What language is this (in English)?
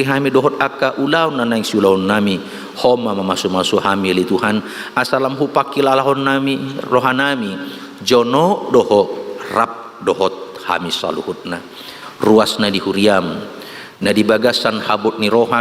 Batak Toba